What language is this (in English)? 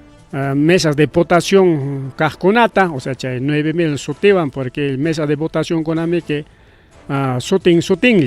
Ayacucho Quechua